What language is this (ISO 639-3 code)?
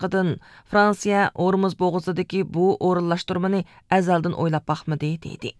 uig